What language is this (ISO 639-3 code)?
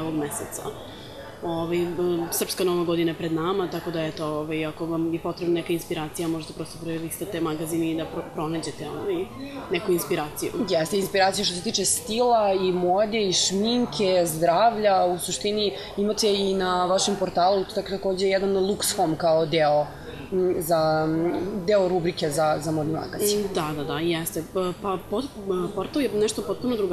srp